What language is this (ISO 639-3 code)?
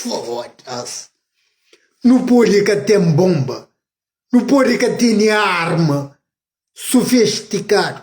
kea